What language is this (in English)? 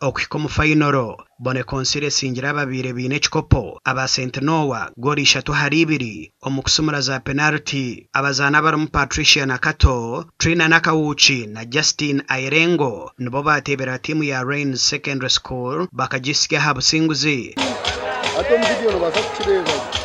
Nyankole